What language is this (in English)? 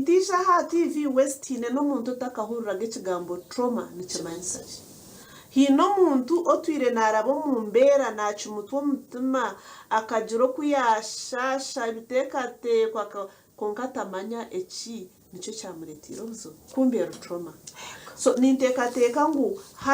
Nyankole